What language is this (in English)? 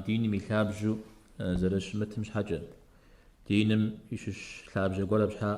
Kabardian